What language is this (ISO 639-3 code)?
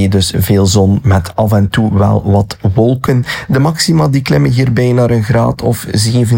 nld